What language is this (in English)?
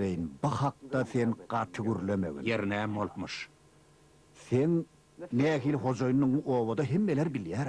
Turkmen